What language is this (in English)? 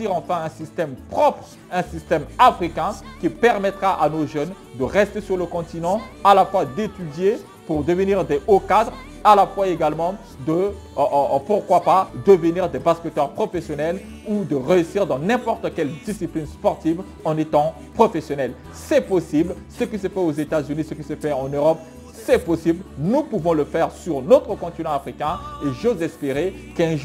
French